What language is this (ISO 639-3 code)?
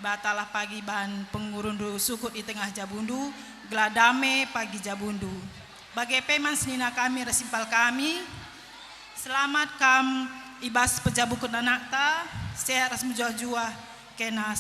btx